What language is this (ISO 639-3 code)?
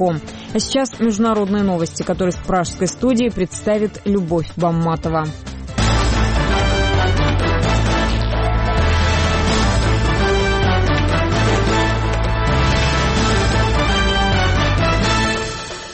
rus